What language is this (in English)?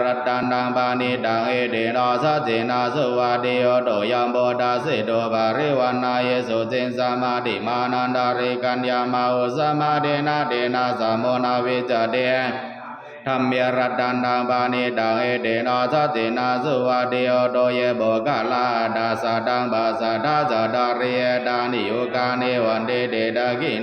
Pali